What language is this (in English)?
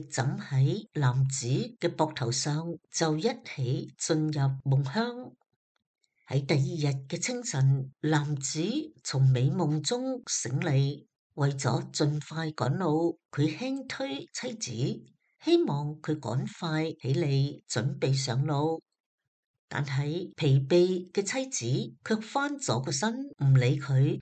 Cantonese